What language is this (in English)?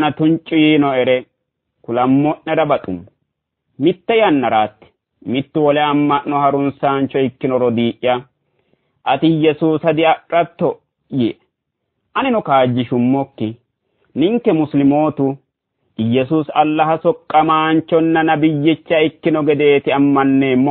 Sidamo